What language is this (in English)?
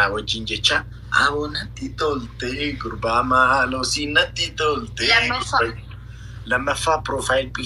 Oromo